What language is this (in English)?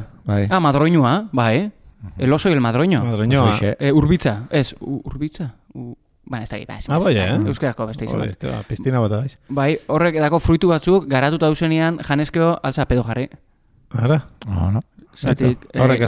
Basque